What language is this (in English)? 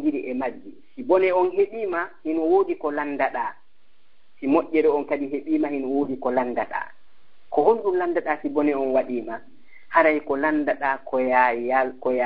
Fula